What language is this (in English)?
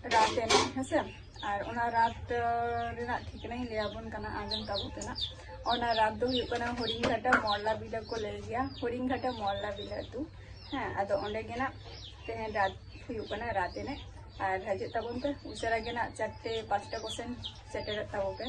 Santali